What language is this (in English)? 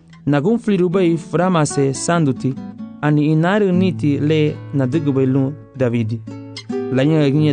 Garifuna